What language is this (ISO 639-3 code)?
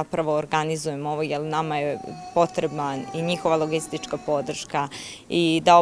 srp